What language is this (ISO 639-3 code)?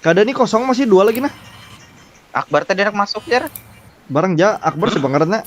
bjn